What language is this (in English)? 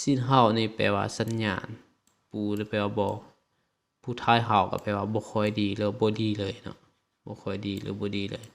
Lao